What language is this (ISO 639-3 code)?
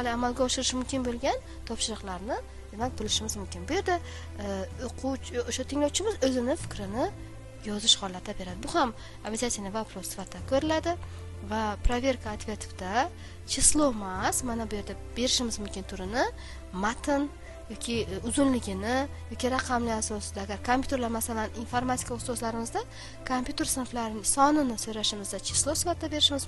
uzb